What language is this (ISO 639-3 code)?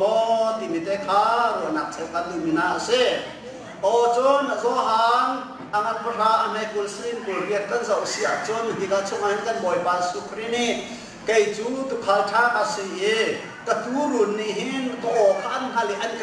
cnh